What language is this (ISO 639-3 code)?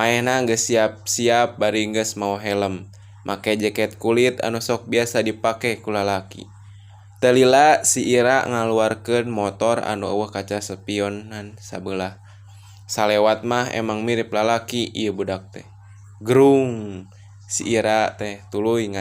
sun